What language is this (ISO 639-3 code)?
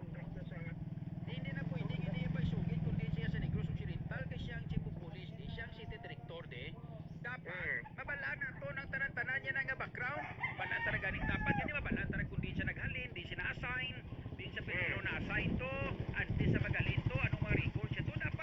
hil